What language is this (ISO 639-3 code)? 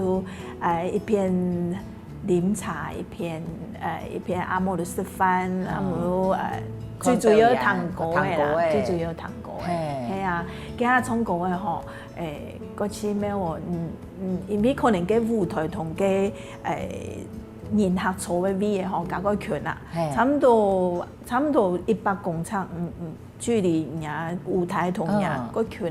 hak